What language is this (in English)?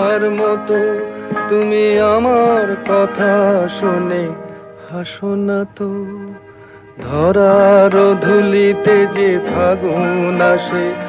Bangla